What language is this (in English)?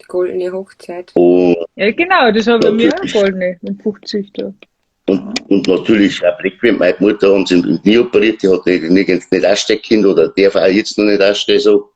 Bavarian